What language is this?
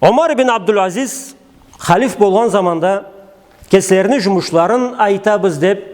Karachay-Balkar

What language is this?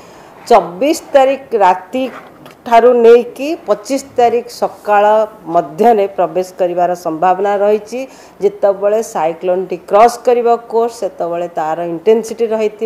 Odia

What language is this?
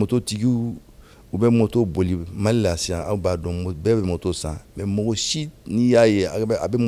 Bambara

